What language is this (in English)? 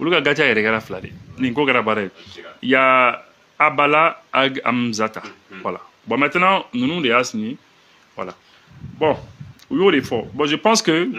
Bambara